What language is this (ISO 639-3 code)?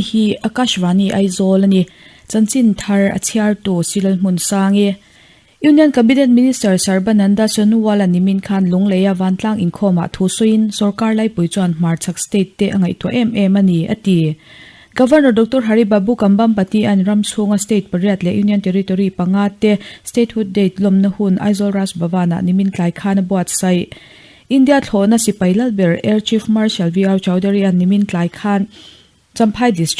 lus